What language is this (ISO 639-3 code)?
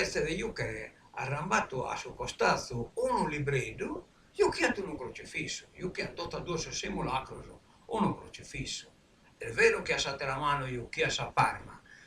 srd